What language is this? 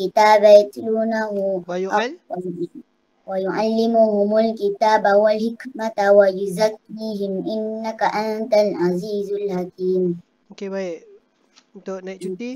Malay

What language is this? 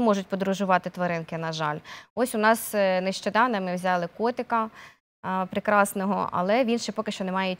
Ukrainian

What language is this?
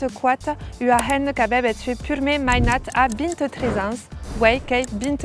Occitan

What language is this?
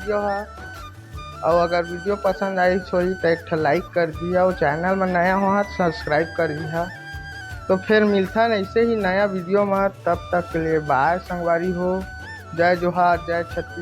Chhattisgarhi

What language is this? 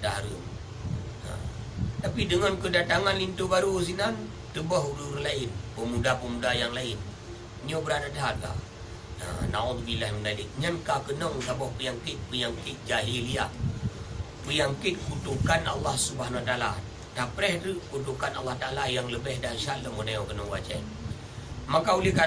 Achinese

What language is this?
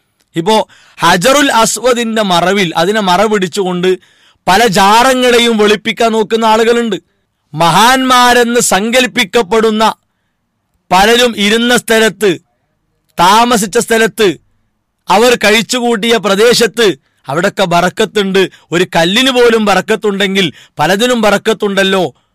Malayalam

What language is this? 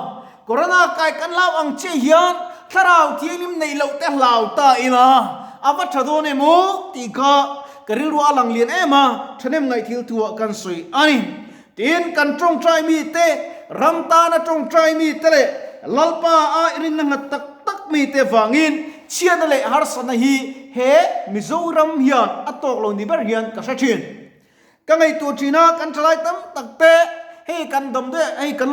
Mizo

